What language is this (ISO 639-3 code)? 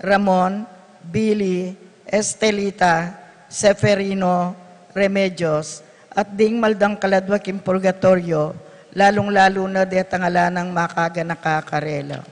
pam